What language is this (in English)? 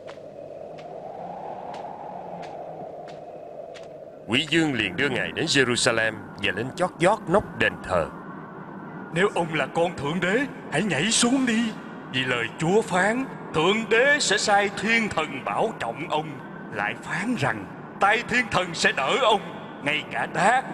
Vietnamese